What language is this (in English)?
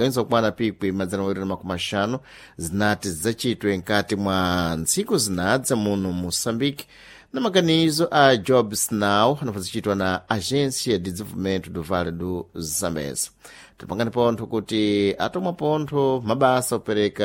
Sena